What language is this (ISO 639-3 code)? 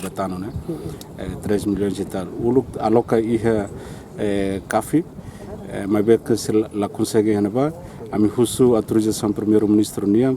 tet